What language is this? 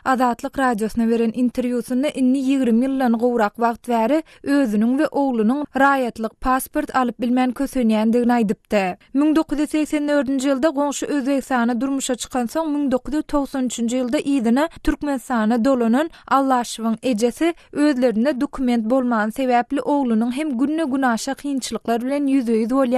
Turkmen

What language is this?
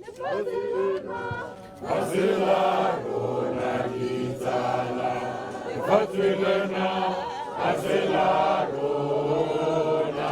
Tswana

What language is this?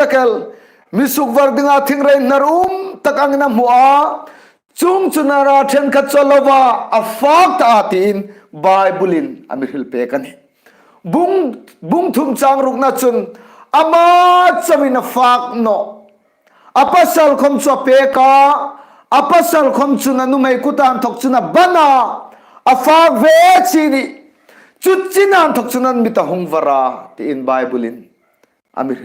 Hmar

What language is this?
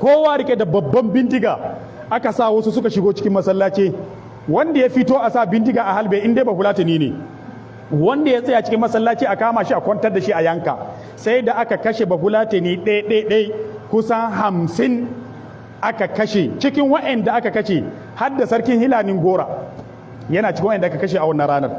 Hausa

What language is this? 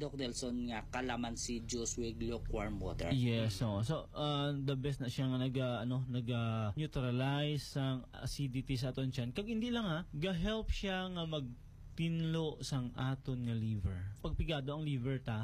Hiligaynon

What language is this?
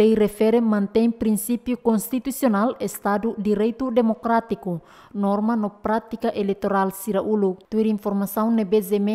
Tetum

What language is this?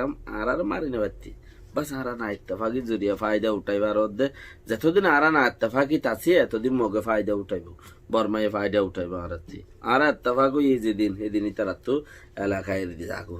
Rohingya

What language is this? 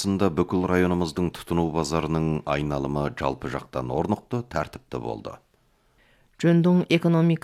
Kazakh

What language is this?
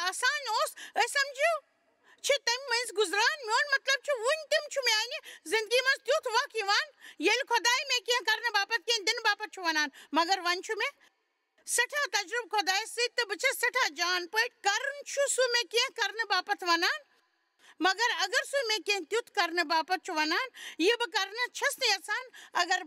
Kashmiri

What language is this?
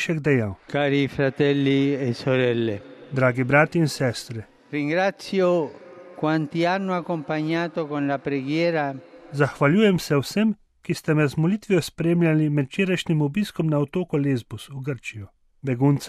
Slovenian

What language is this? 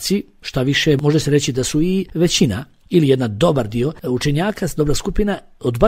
Bosnian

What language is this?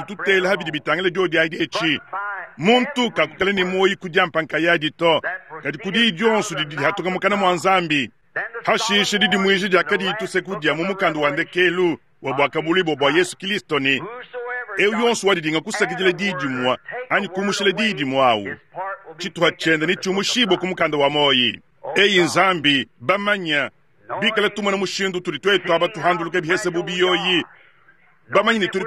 Luba-Lulua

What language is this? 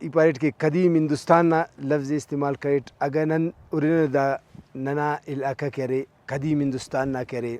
Brahui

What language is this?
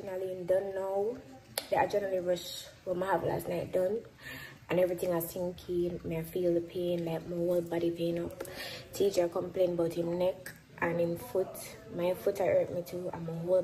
Jamaican Creole English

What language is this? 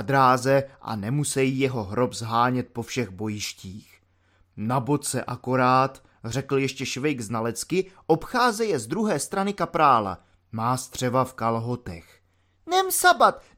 Czech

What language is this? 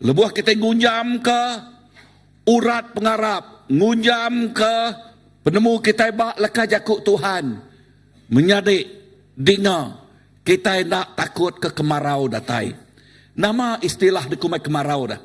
Iban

